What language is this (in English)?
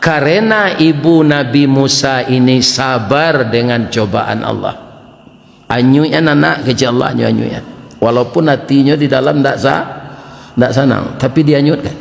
Minangkabau